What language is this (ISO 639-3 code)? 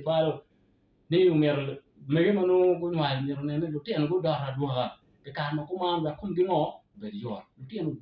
ach